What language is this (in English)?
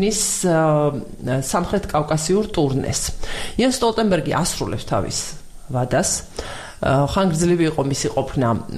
Georgian